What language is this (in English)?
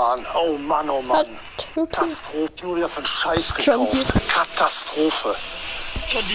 Bavarian